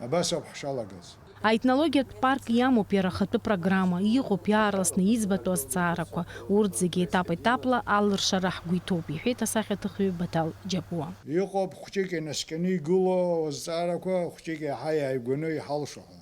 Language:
Abkhazian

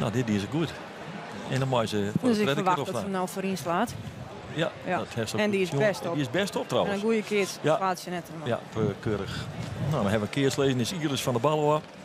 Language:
Western Frisian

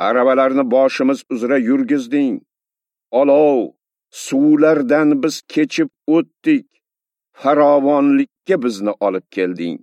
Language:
Uzbek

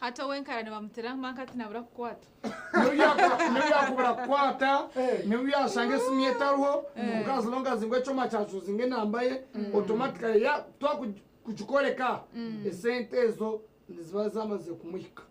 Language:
Nyankole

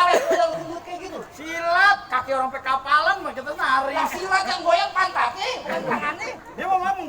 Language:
Betawi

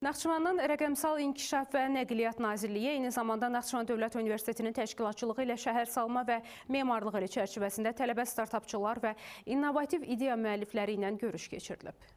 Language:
Azerbaijani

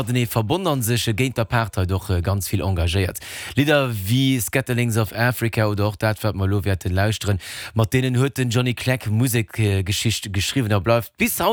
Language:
Luxembourgish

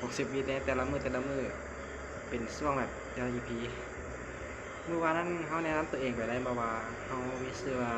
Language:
Lao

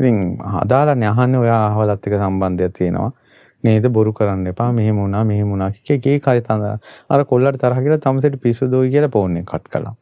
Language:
Sinhala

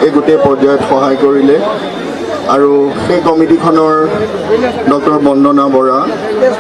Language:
Assamese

